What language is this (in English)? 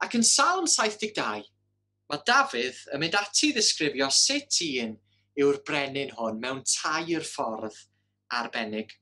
Welsh